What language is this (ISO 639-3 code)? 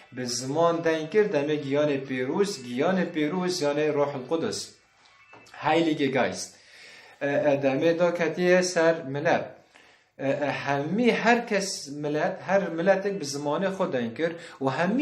kur